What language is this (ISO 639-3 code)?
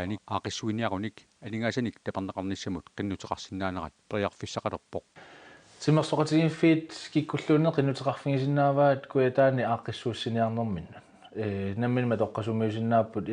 kal